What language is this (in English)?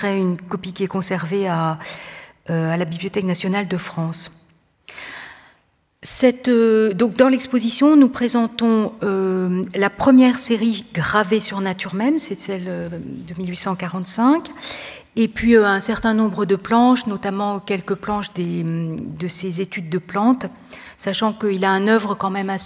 French